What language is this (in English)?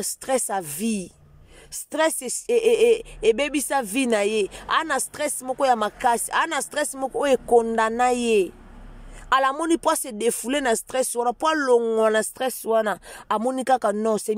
Lingala